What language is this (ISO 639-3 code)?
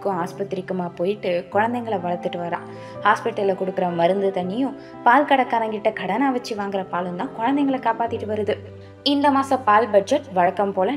tam